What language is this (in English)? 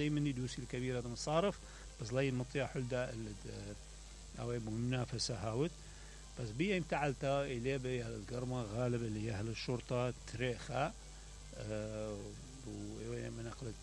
Mesopotamian Arabic